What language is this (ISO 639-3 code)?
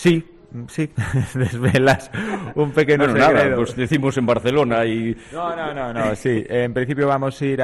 glg